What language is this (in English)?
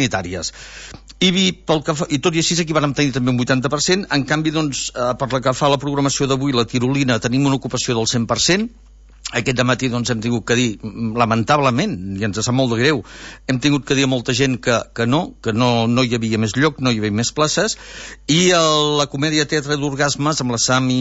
Catalan